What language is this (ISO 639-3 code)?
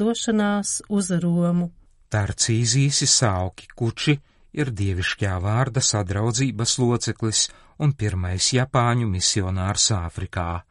lav